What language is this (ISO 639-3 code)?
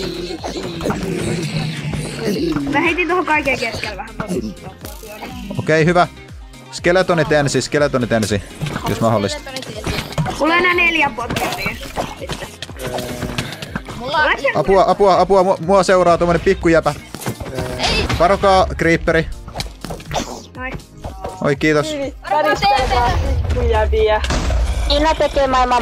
fin